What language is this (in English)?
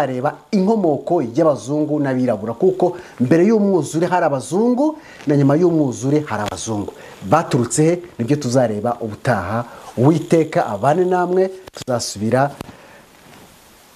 Kinyarwanda